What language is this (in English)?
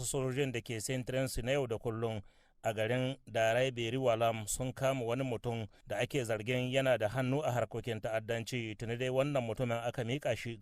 Hausa